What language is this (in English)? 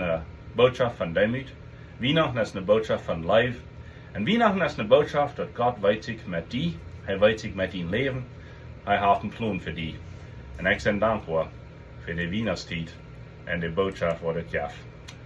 Plautdietsch